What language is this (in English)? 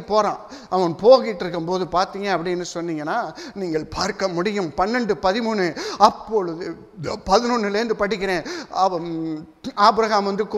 Tamil